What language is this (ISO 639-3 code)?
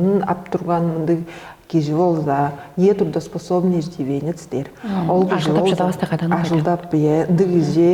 tyv